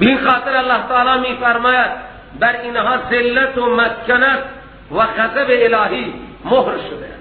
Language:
Persian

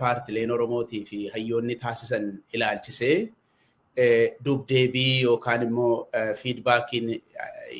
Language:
Oromo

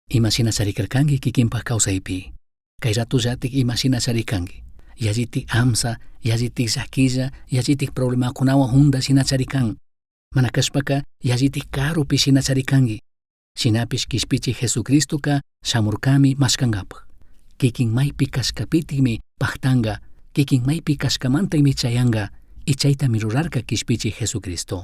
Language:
Chimborazo Highland Quichua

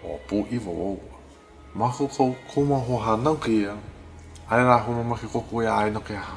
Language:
Hawaiian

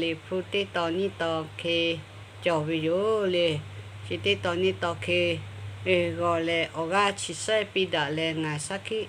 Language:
Lahu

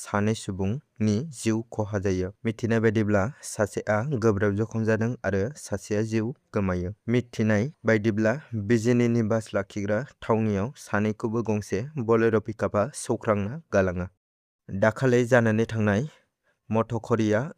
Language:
Bodo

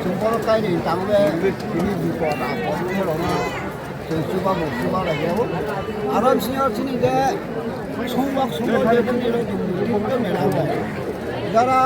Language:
Riang (India)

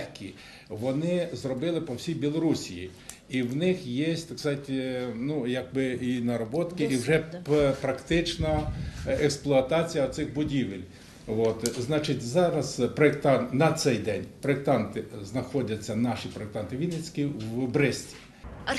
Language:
Ukrainian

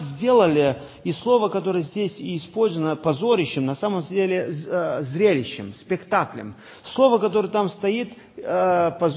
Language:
Russian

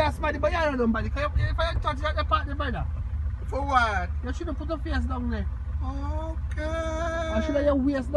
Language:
Jamaican Creole English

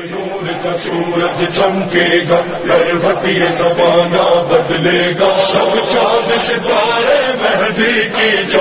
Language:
Urdu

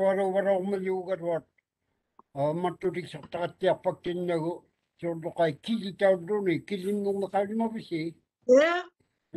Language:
Māori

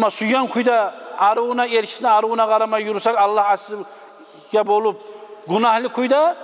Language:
Kumyk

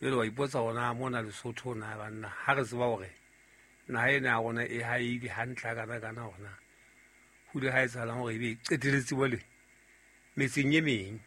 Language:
Southern Sotho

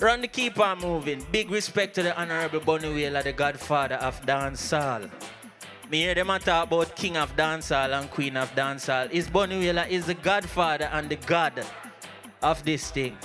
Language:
Jamaican Creole English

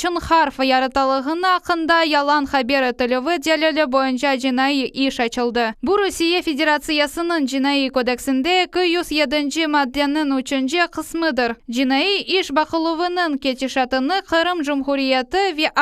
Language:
Crimean Tatar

